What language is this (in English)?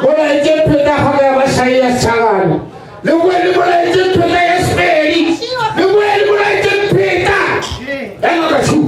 Northern Sotho